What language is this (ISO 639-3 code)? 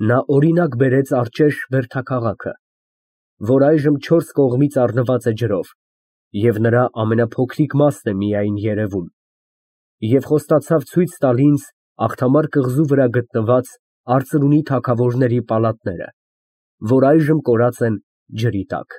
hye